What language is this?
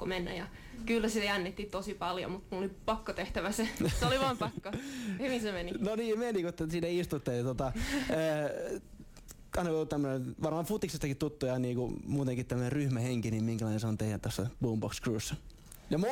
Finnish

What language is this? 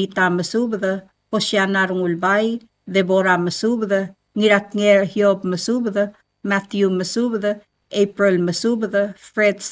Palauan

